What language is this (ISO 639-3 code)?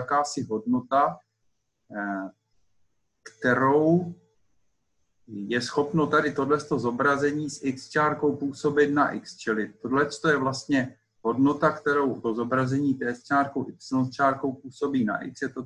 ces